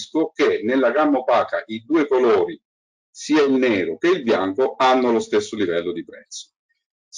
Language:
Italian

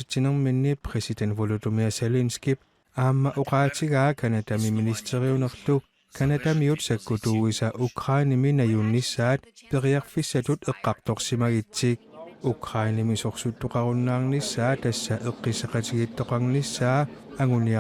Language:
Kalaallisut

